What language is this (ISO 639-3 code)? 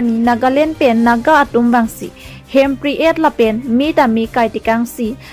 mjw